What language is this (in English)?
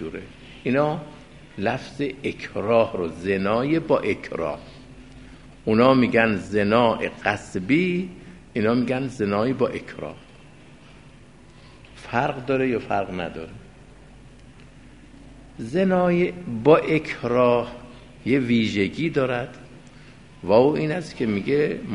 Persian